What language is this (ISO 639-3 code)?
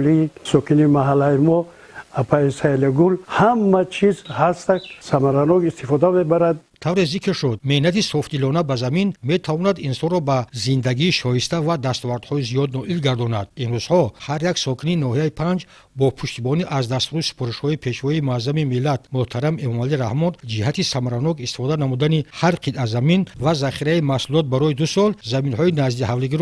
tgk